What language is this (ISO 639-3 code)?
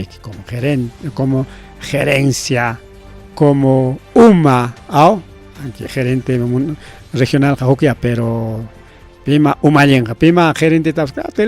quy